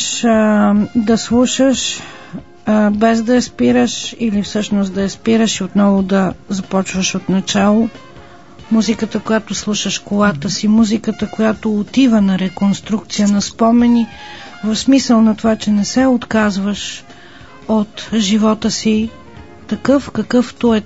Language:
Bulgarian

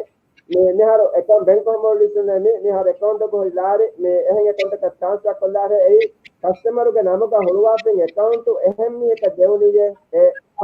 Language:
Divehi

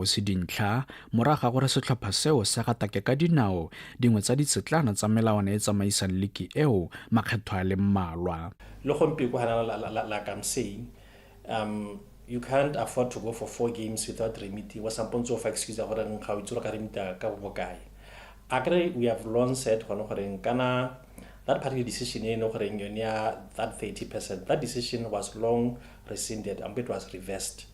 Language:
Tswana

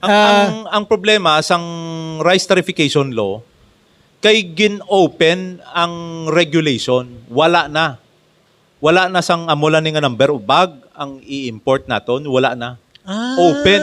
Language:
Hiligaynon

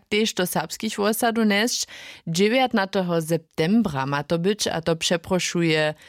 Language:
Upper Sorbian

